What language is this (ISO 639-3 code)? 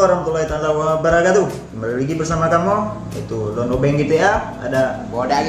ace